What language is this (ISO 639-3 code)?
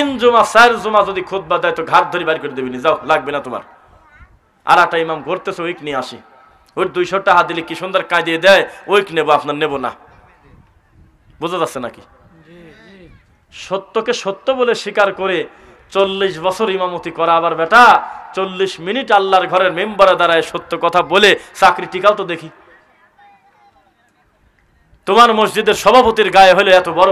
ben